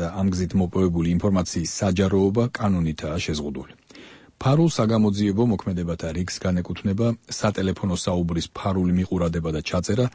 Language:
Georgian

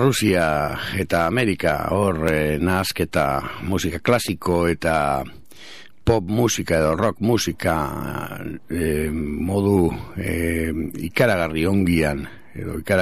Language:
Basque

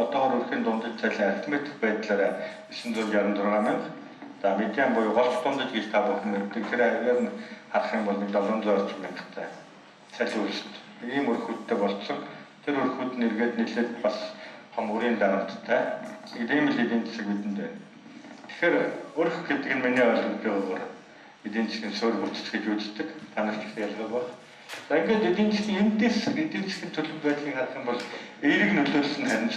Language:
Mongolian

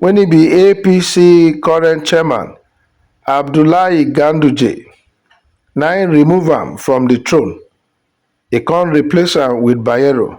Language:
Nigerian Pidgin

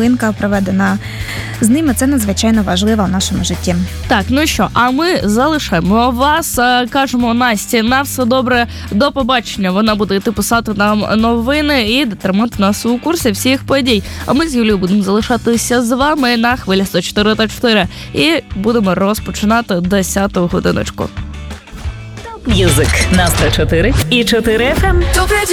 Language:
Ukrainian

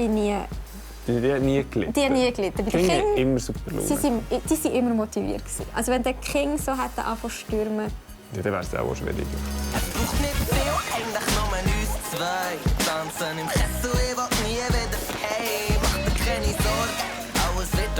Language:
Swiss German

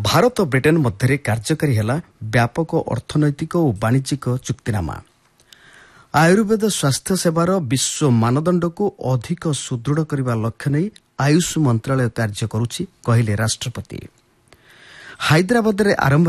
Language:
Odia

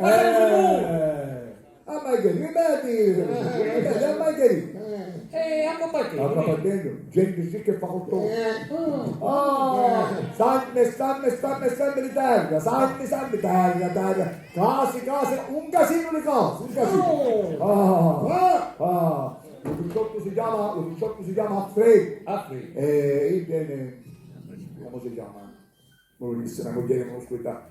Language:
Sicilian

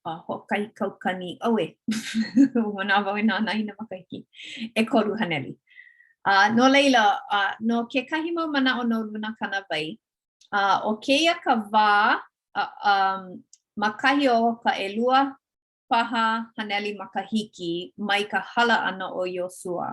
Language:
Hawaiian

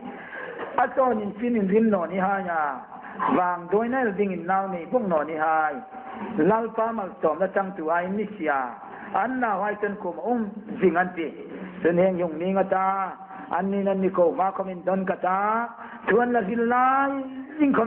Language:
Hmar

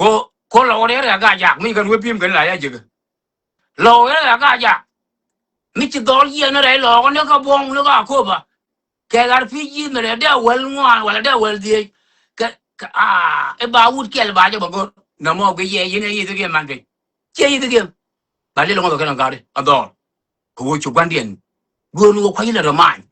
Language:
Nuer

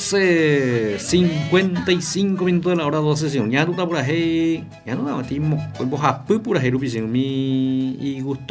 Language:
Guarani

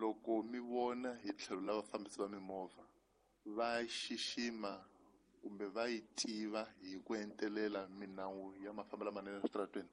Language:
Tsonga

